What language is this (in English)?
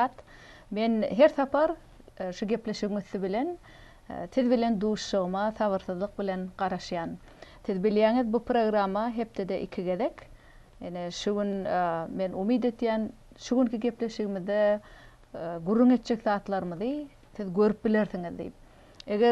Turkmen